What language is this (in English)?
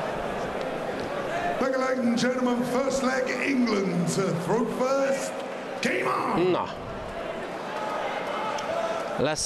Hungarian